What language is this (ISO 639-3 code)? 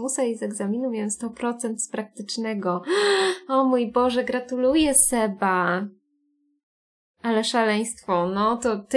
pol